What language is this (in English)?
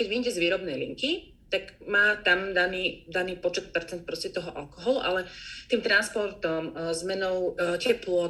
Slovak